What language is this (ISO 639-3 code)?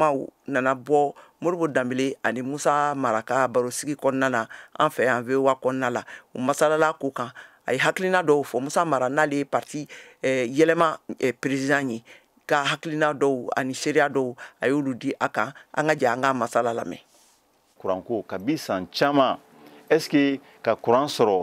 bam